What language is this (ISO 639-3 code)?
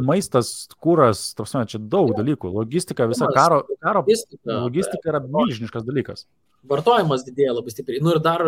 lit